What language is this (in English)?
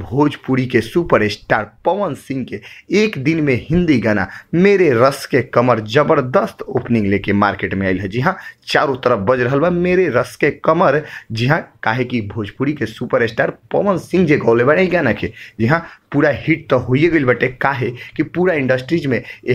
Bhojpuri